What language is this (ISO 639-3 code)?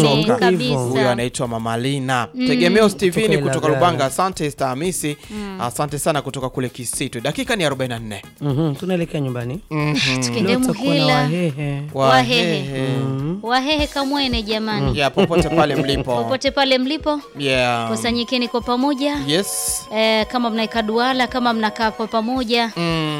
swa